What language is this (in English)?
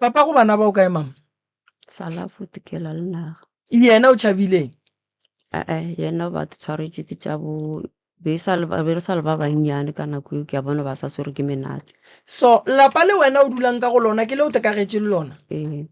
Northern Sotho